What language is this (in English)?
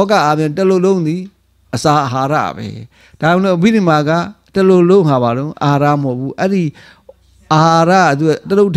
Burmese